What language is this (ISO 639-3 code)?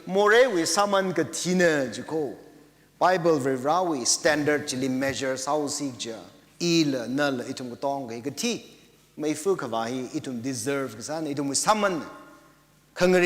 nmf